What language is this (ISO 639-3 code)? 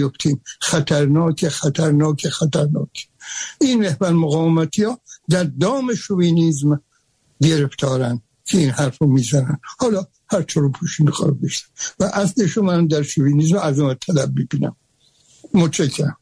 fas